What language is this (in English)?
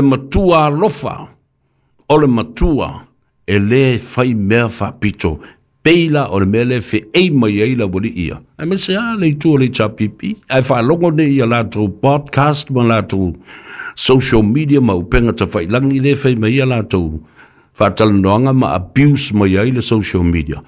Samoan